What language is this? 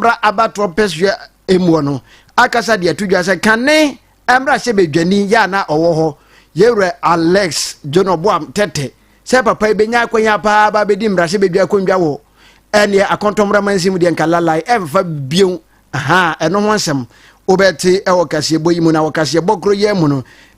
Akan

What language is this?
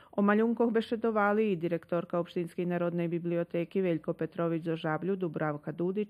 Rusyn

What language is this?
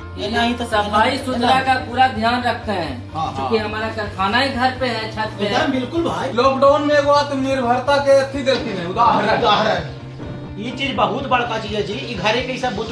Magahi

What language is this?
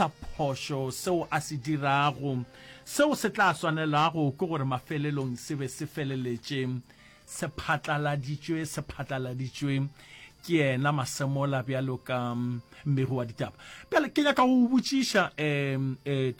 Northern Sotho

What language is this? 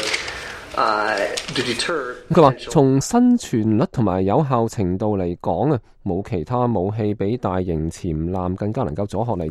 Cantonese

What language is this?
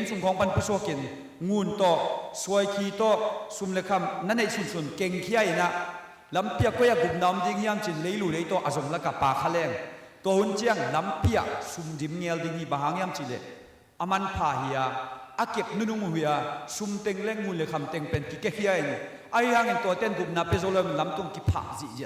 Tedim Chin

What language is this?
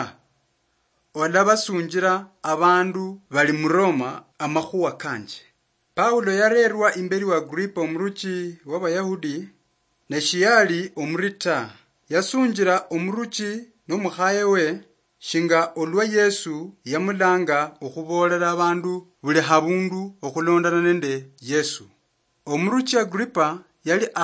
Luyia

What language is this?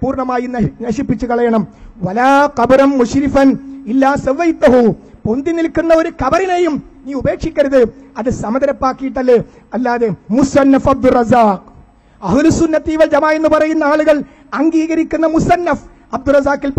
Malayalam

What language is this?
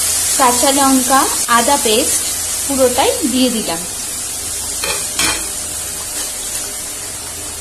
Bangla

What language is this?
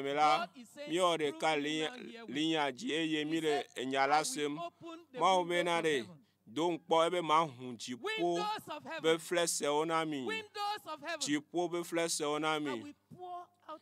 Ewe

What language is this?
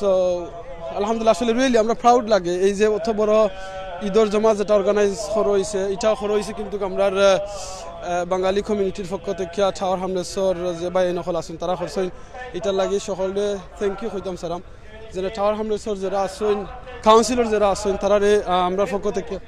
Sylheti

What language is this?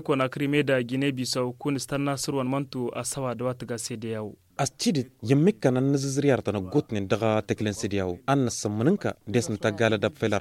Tamasheq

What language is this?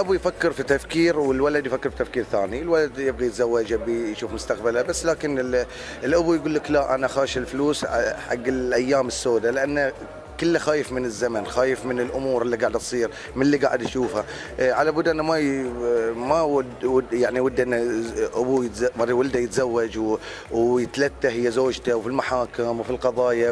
Gulf Arabic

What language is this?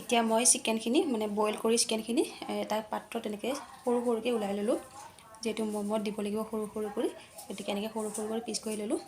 Assamese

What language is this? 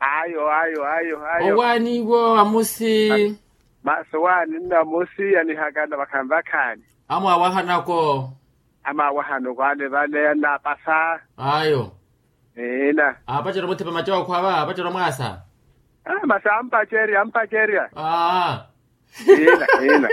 Makhuwa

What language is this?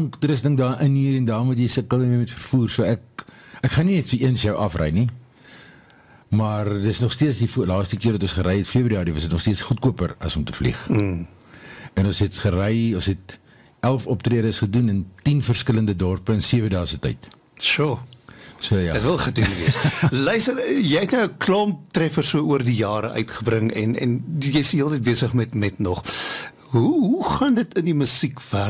Afrikaans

